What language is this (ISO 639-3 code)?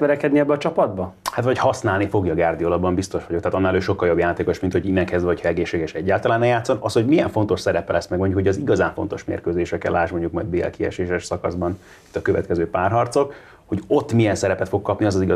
hun